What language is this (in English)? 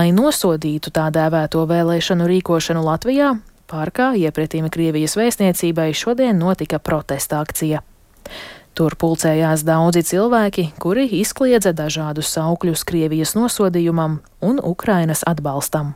Latvian